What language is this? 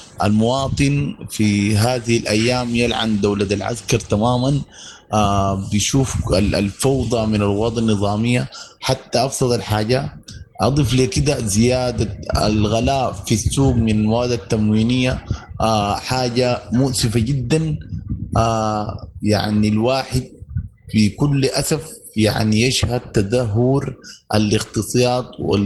Sudanese Arabic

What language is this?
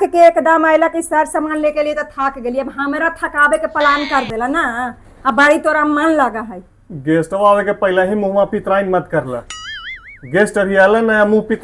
Magahi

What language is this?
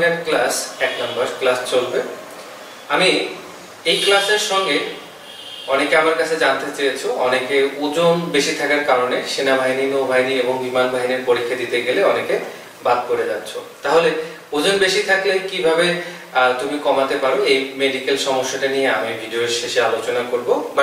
Bangla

